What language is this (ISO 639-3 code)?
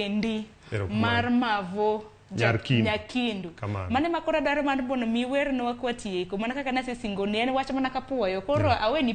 luo